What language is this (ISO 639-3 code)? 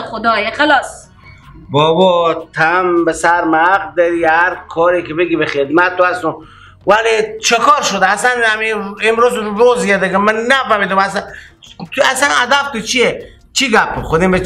fas